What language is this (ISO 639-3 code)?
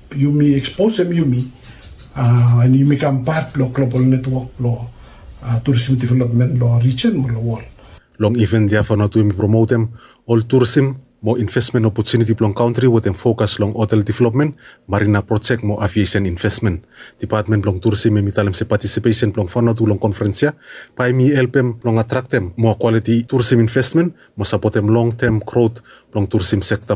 bis